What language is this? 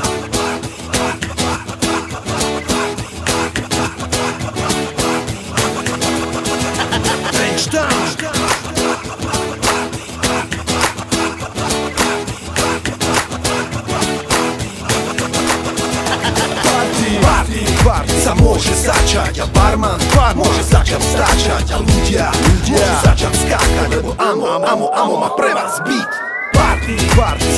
Slovak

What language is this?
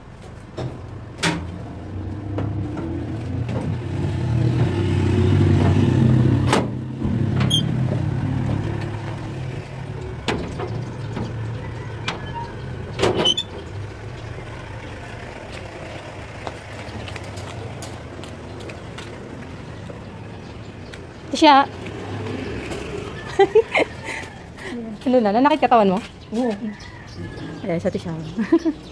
Filipino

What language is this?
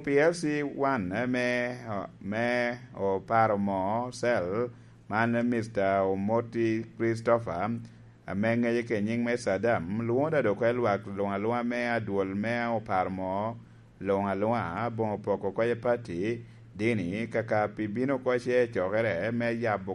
Lango (Uganda)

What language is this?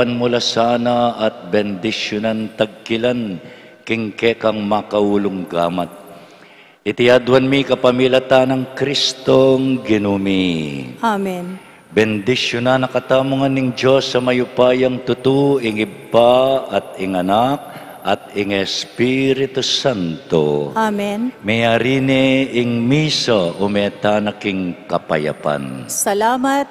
Pampanga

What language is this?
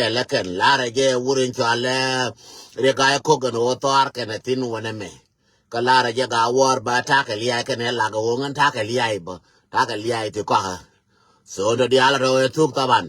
Nuer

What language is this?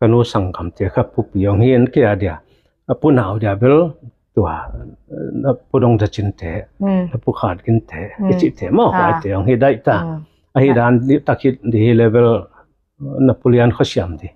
Tedim Chin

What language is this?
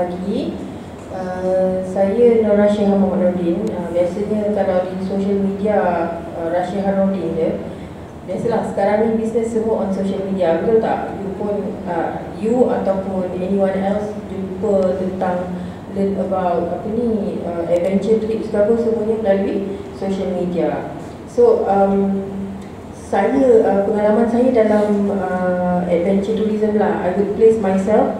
Malay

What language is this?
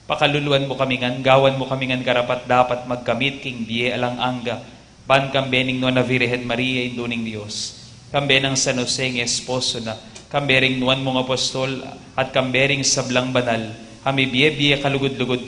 Pampanga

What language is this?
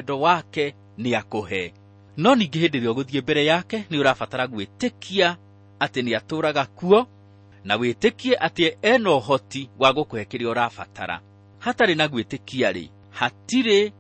Kikuyu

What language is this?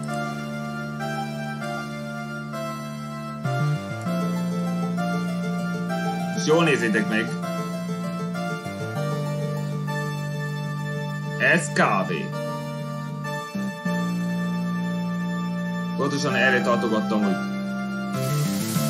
Hungarian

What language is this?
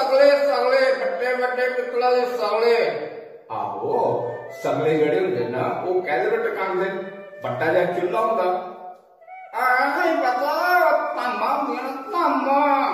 Dogri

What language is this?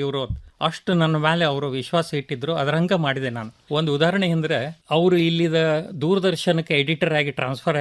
Kannada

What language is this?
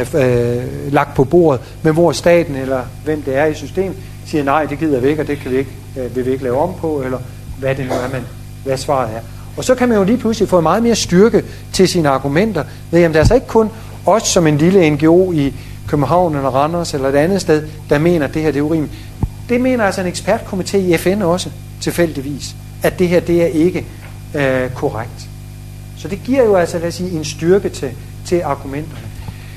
Danish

